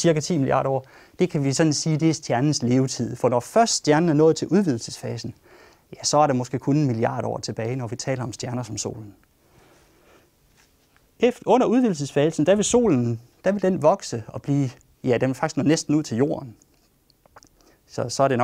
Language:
Danish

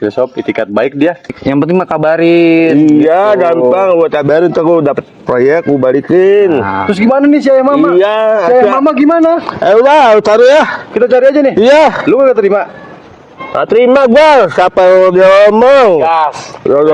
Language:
Betawi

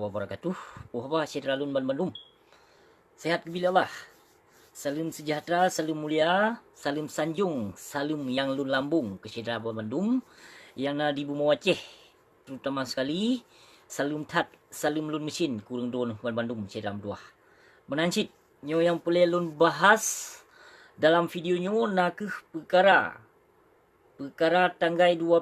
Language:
Achinese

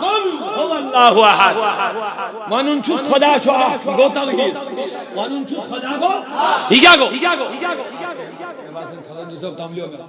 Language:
Kashmiri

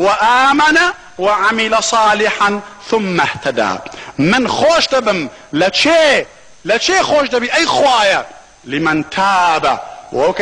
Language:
Central Kurdish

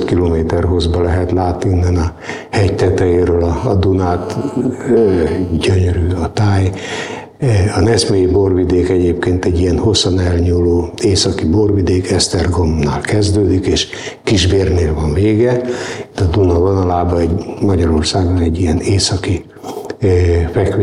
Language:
Hungarian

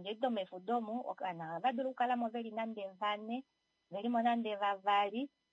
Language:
Kuanyama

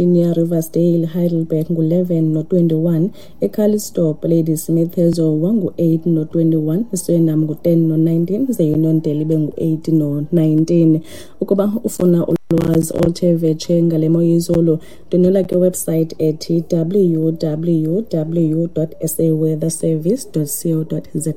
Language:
Xhosa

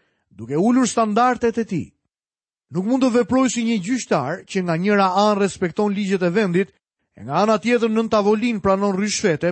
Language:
Albanian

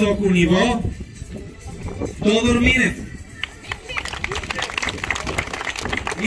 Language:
Bulgarian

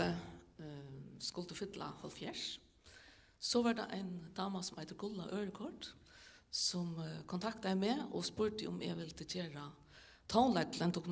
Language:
Faroese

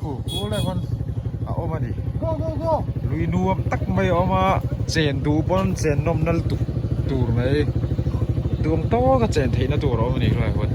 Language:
Mizo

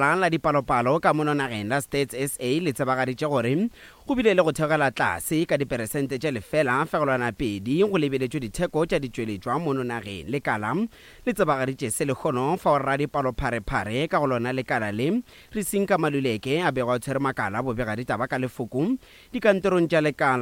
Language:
Northern Sotho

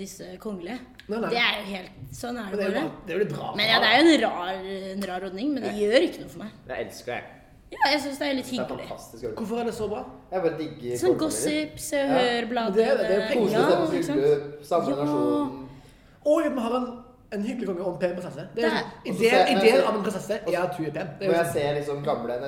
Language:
Norwegian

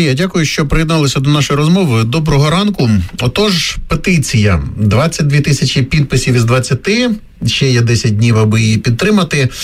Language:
Ukrainian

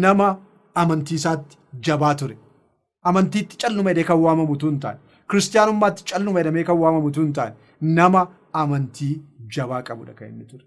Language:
Oromo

